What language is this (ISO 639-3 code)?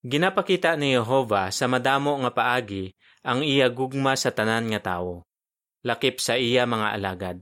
hil